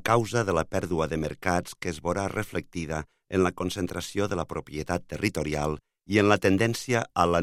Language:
Catalan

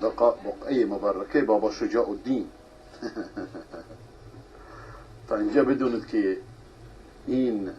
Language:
Persian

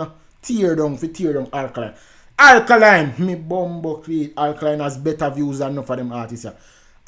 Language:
Jamaican Creole English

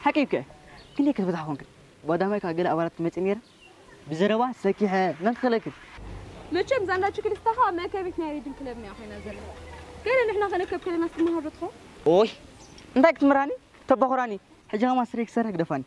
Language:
Tigrinya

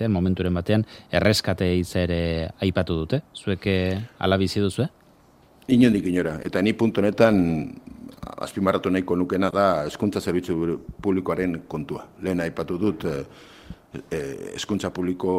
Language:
Basque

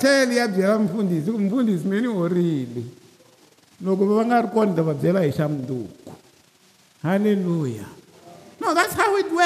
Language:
Tsonga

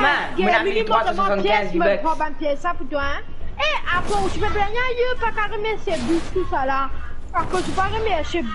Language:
Morisyen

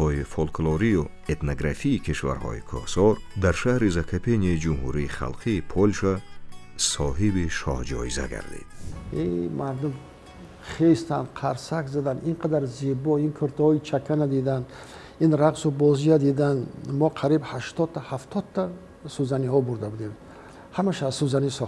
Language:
Tajik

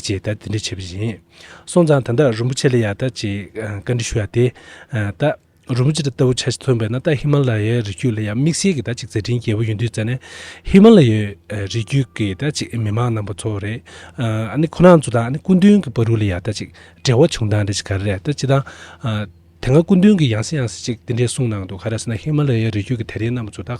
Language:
Tibetan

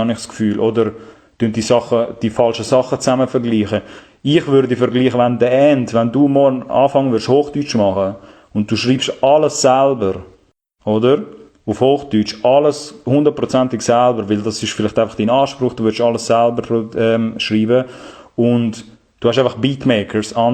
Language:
Swiss German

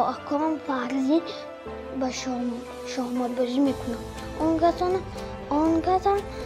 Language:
Tajik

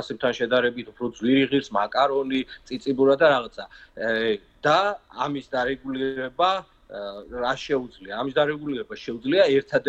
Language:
Georgian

